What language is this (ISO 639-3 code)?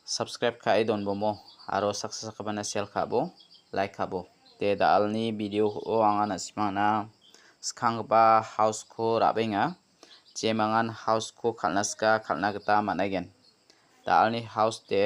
grt